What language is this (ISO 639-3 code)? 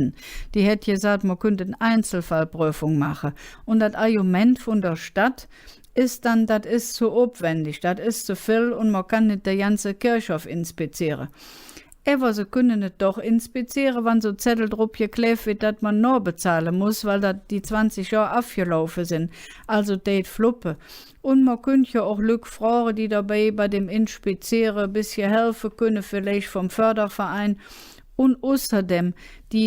ksh